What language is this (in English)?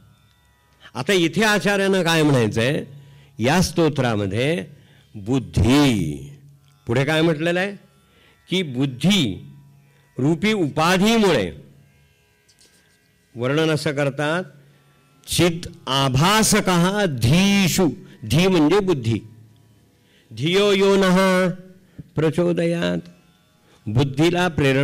Marathi